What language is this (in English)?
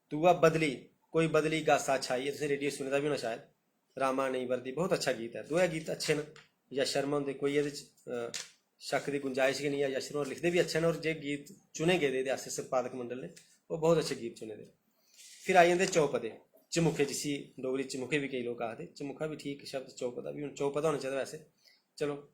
Dogri